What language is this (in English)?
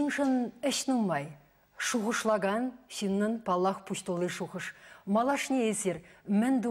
Chuvash